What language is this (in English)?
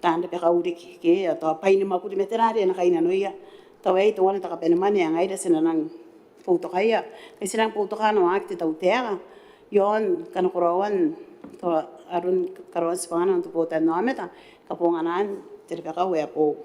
Gilbertese